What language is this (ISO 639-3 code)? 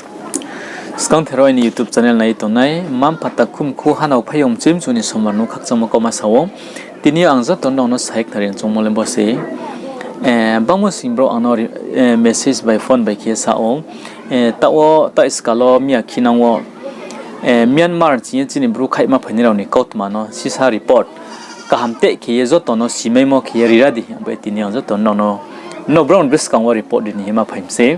ria